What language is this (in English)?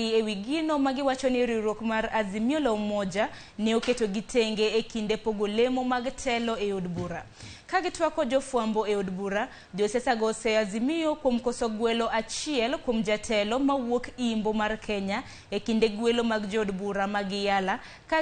Luo (Kenya and Tanzania)